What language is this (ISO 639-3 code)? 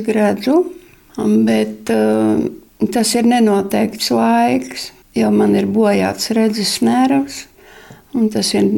lav